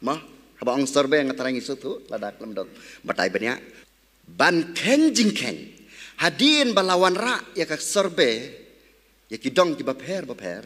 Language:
Khasi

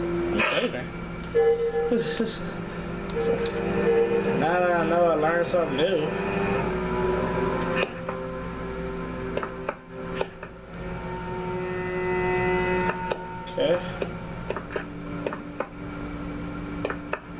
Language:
English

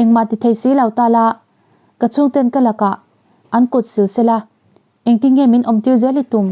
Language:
Mizo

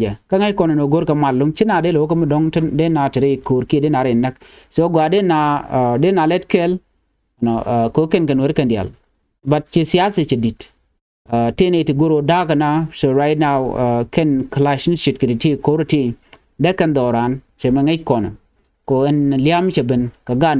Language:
Nuer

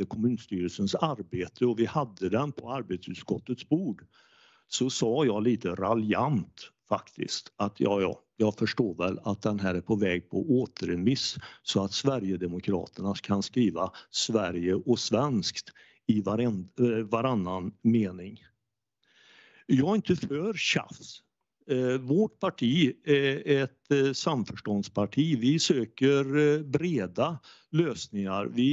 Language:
Swedish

